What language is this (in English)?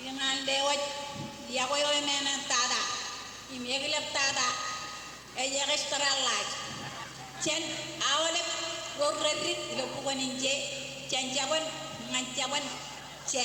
Marshallese